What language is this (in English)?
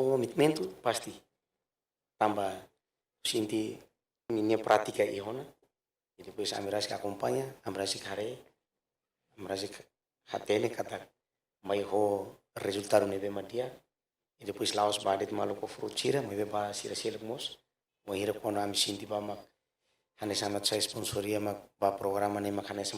Tetum